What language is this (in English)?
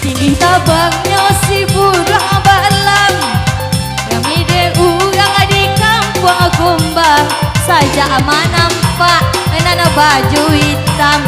Minangkabau